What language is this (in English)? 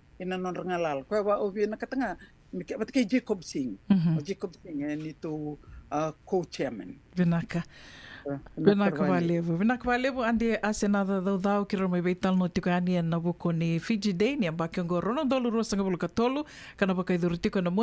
Fijian